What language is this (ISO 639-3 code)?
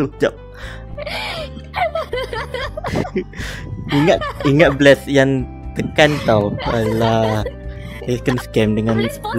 msa